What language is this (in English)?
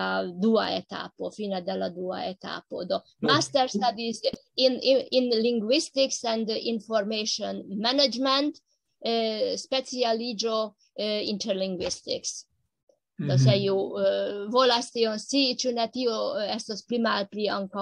Esperanto